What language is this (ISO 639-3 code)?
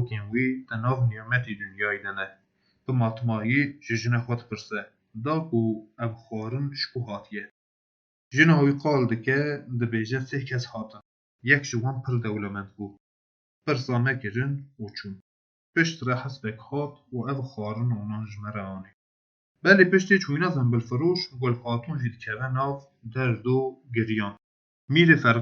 kur